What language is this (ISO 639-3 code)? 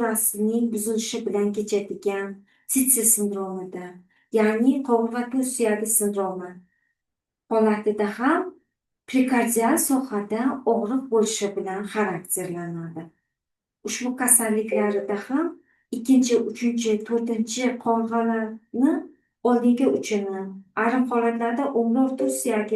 uzb